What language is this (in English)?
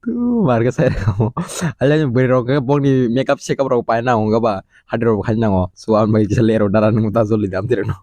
Kok Borok